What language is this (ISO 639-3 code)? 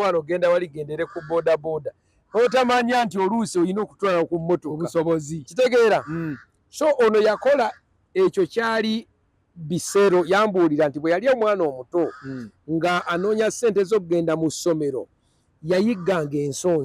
lug